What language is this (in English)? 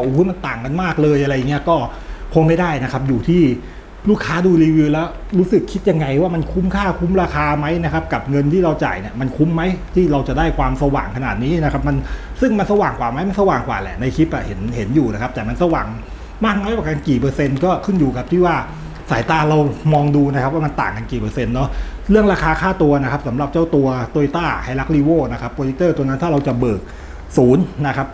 Thai